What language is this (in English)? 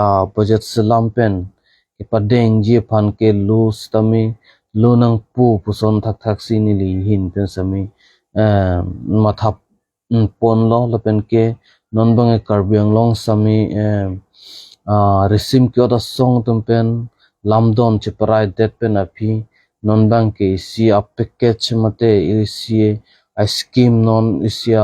Karbi